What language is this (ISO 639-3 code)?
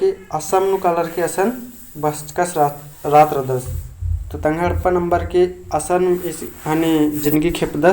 kru